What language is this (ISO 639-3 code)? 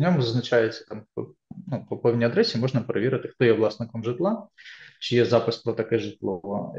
ukr